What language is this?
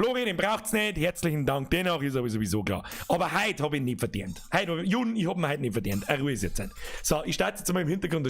Bavarian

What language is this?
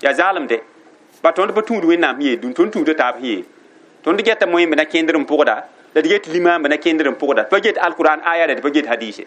Mossi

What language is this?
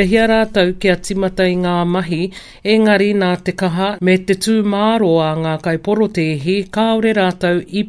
Māori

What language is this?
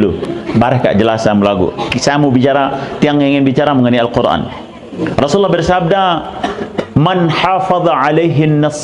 Sasak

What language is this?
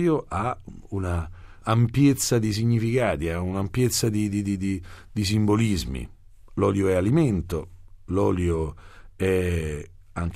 Italian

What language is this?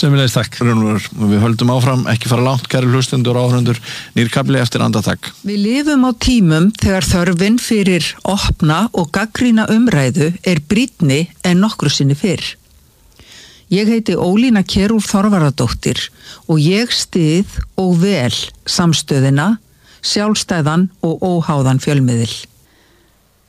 Icelandic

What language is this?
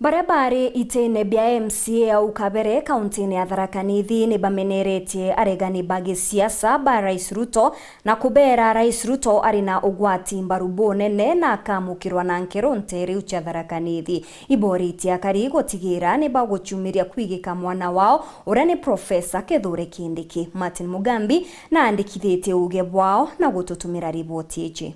Meru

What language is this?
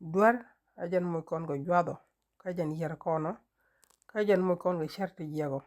Nuer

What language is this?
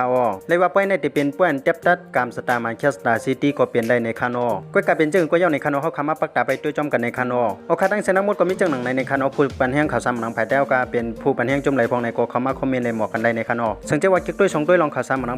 Shan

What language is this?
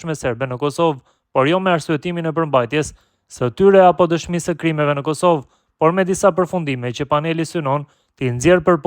Albanian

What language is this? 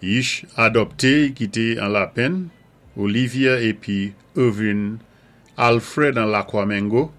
Saint Lucian Creole French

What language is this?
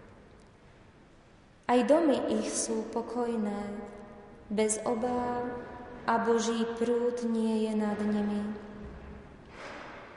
Slovak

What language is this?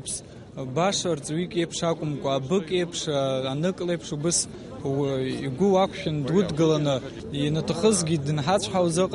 Abkhazian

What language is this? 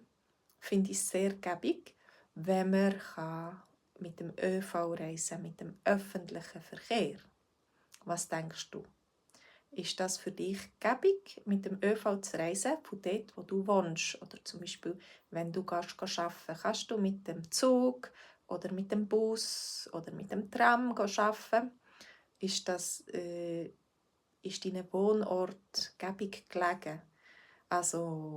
Swiss German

